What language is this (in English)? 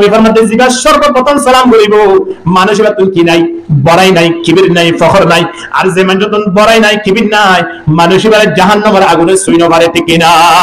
Rohingya